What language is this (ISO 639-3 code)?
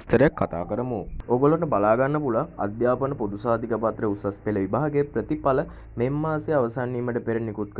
sin